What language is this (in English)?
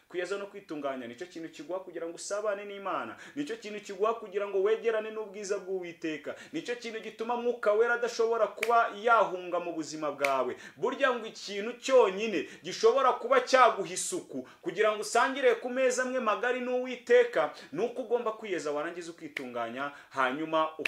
Kinyarwanda